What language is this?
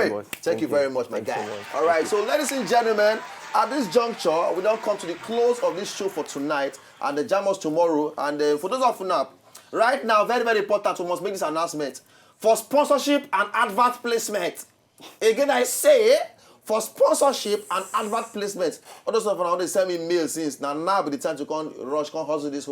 Nigerian Pidgin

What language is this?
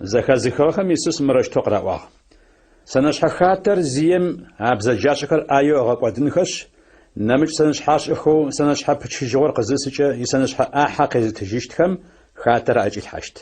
Adyghe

